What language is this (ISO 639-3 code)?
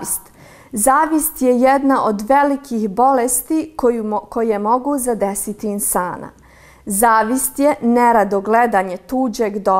bos